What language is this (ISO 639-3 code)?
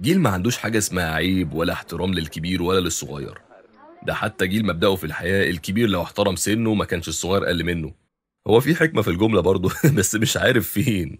arz